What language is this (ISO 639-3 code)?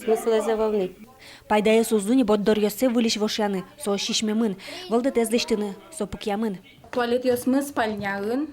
udm